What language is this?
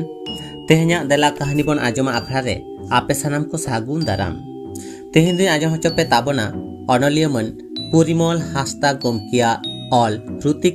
Santali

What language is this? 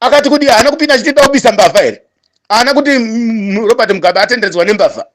Shona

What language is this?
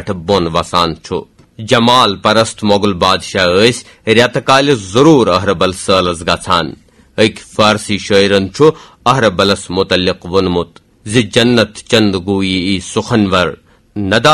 Kashmiri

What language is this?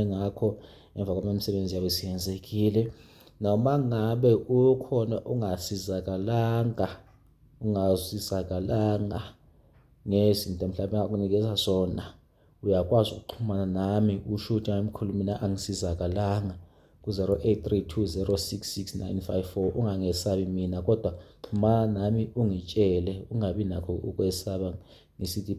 Zulu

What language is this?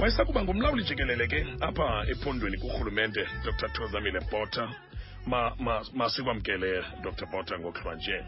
Xhosa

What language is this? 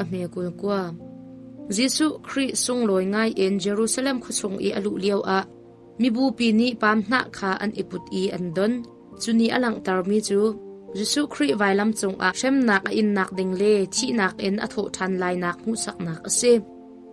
Hakha Chin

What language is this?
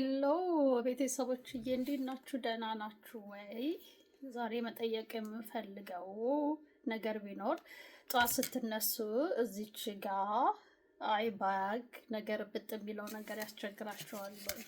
Amharic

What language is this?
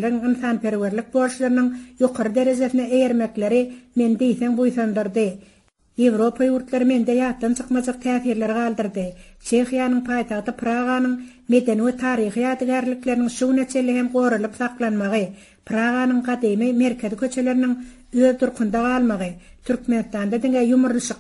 Turkmen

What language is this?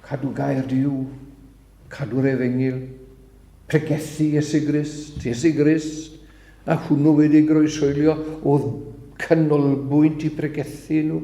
Welsh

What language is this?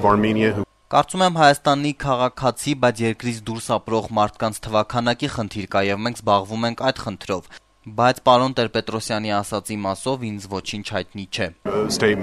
Armenian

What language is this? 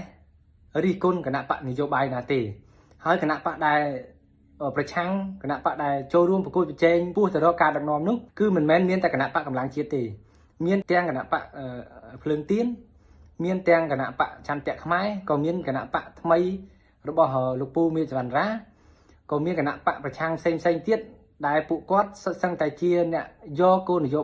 Khmer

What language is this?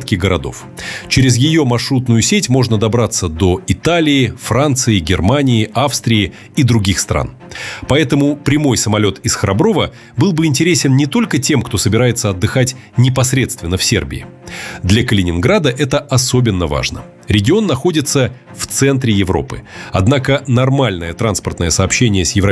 Russian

